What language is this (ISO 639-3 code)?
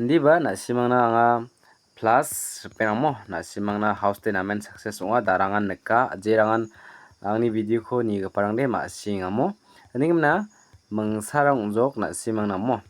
grt